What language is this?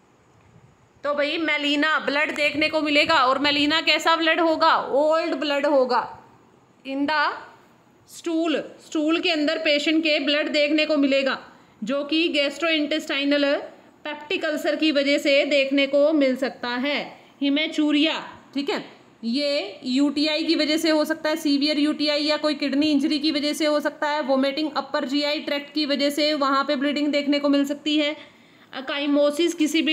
Hindi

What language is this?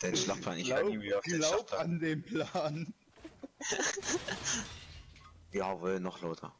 Bavarian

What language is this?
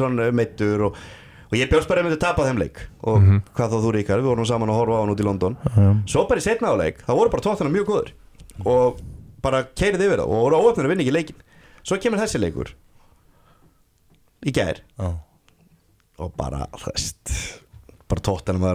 Icelandic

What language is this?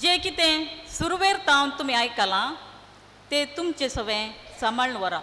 Konkani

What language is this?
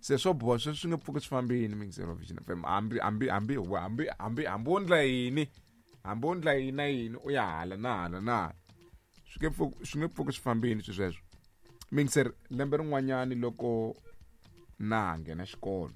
Tsonga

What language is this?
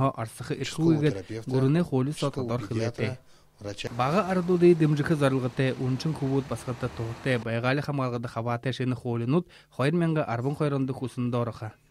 Buriat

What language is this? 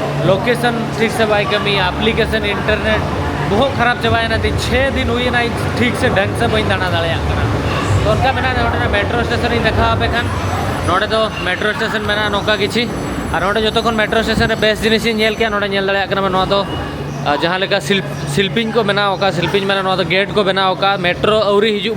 Santali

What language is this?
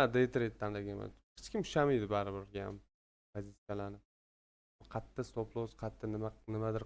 Uzbek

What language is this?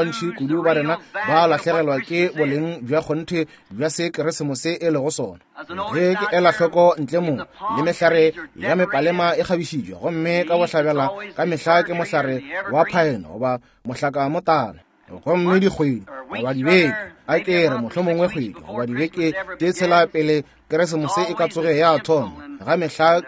Northern Sotho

